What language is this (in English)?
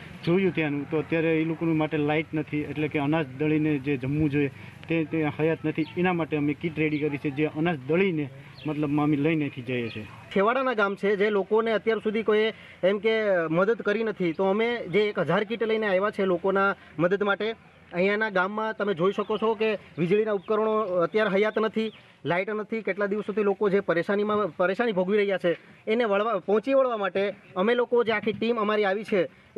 Gujarati